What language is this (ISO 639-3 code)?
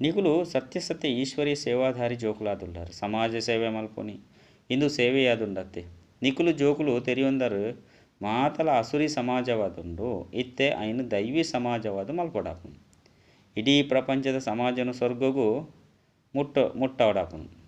tcy